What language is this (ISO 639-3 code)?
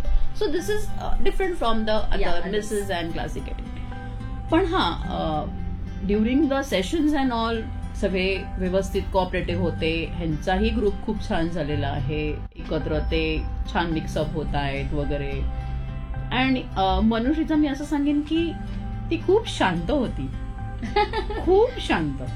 mar